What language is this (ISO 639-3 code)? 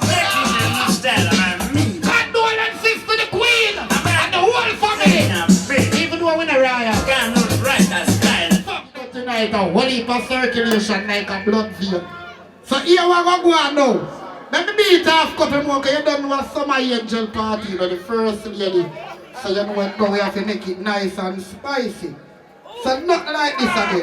jam